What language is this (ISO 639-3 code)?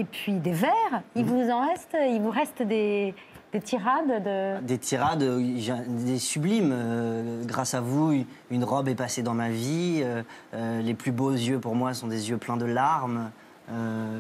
fra